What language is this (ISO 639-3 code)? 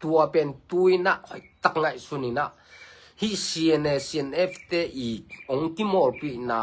ctd